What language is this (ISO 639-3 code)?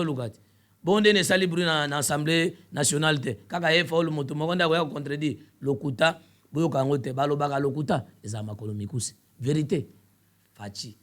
lin